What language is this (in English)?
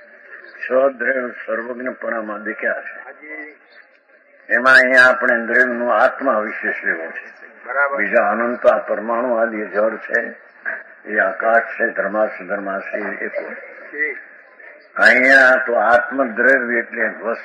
Gujarati